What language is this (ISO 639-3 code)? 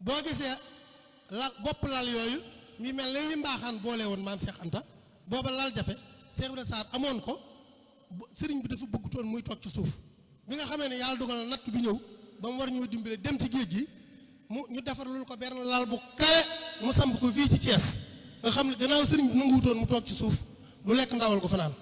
wol